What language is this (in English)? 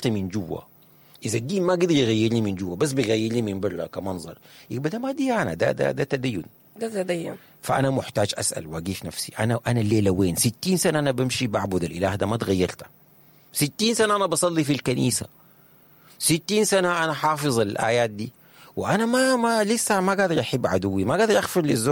Sudanese Arabic